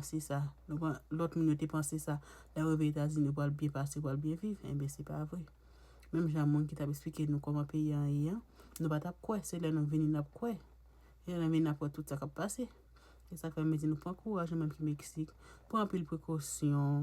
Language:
Haitian Creole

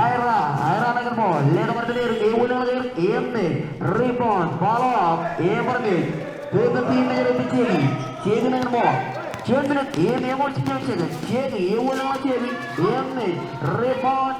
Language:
Marshallese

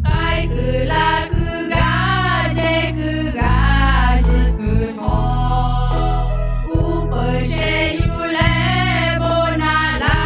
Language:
Lahu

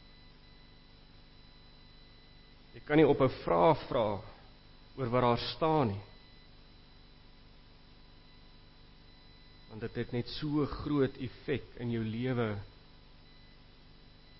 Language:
Afrikaans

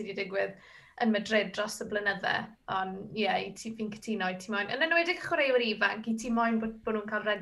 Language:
Welsh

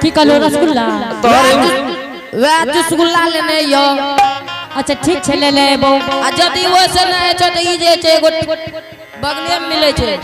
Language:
Angika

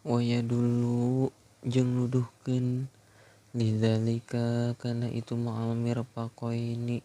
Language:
Sundanese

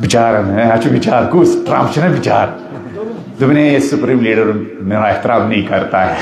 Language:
Kashmiri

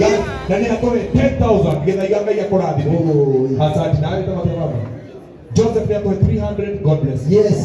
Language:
Kikuyu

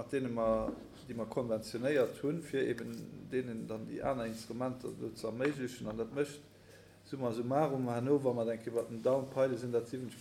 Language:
Luxembourgish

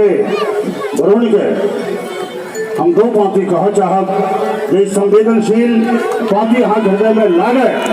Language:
Maithili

